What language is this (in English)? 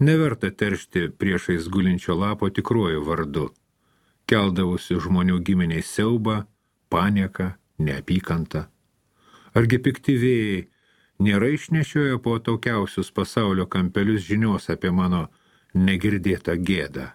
Lithuanian